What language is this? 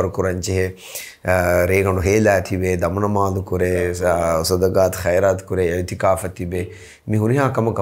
Divehi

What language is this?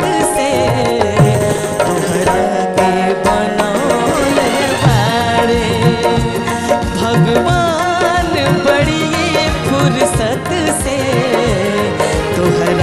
Bhojpuri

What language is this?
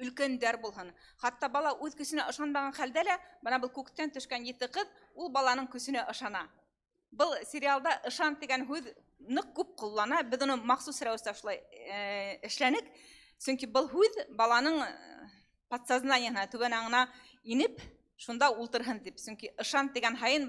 Bashkir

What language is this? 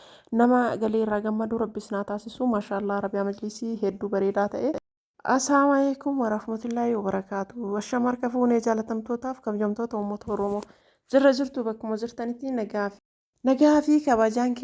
Oromo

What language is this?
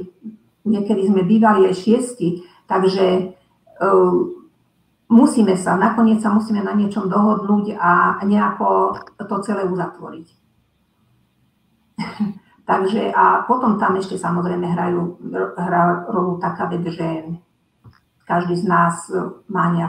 Slovak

